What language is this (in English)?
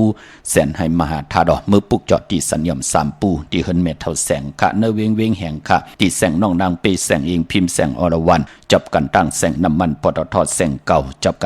Shan